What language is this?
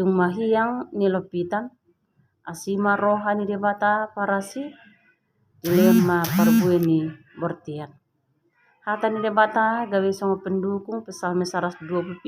Batak Toba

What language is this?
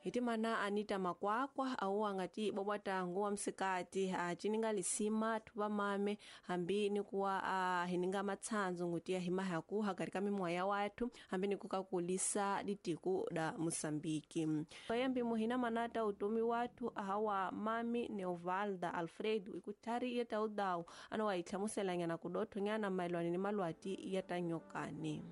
Tsonga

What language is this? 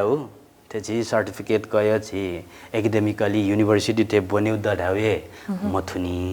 Newari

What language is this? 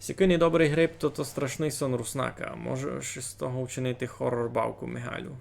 Rusyn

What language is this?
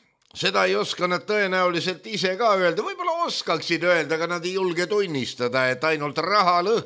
Estonian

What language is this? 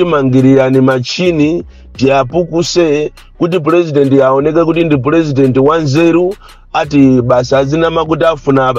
Nyanja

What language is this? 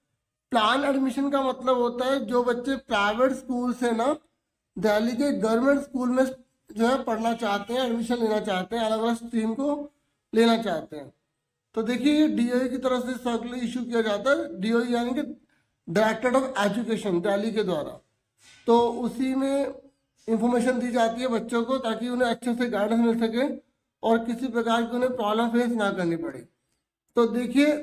Hindi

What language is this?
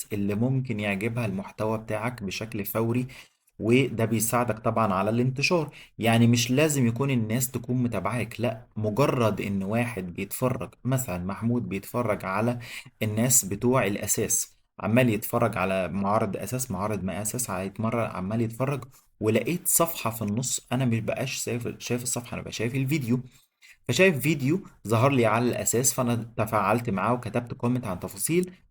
Egyptian Arabic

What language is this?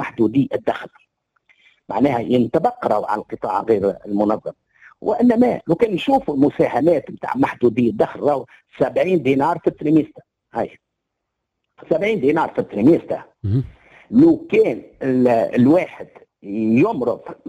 Tunisian Arabic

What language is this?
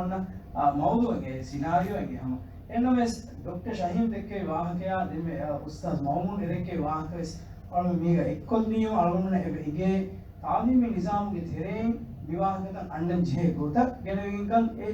Divehi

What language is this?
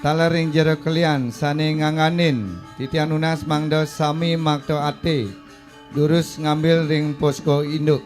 Balinese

